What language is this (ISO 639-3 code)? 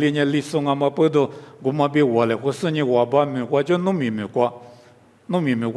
lis